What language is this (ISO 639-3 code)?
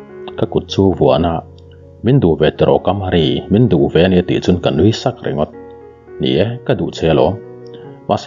lus